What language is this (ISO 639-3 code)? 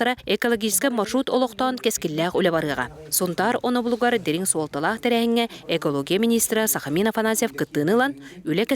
sah